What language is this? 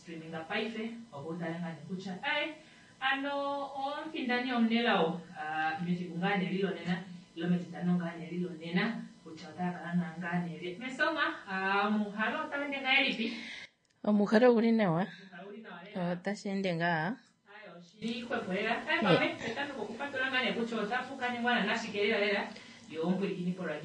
Kuanyama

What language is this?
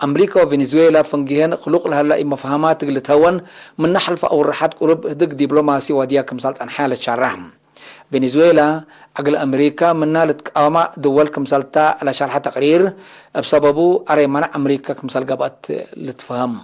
Tigre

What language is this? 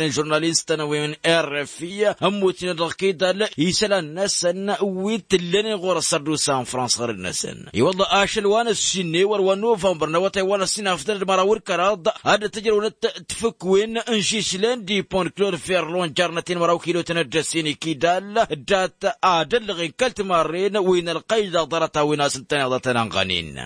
Tamasheq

